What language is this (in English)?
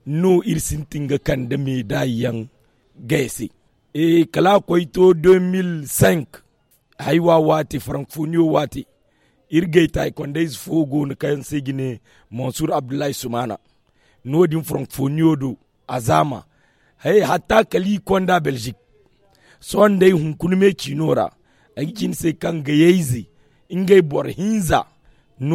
Zarma